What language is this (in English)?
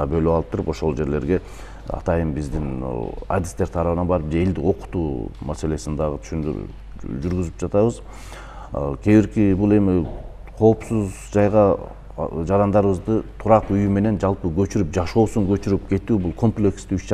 Kyrgyz